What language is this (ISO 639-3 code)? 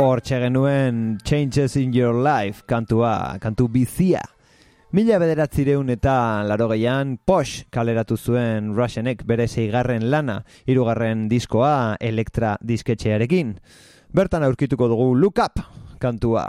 eus